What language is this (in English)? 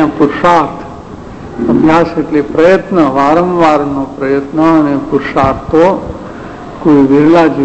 Gujarati